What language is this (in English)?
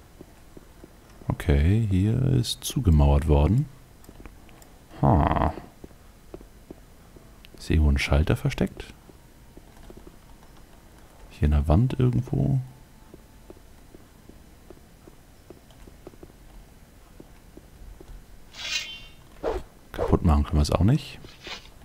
German